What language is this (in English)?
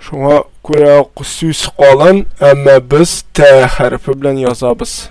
Tatar